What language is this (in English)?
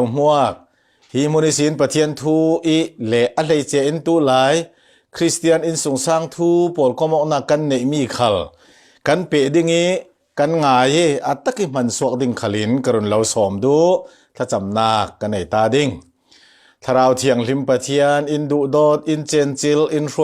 Falam Chin